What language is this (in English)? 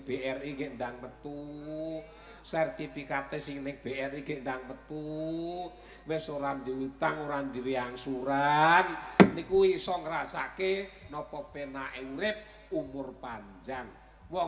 Javanese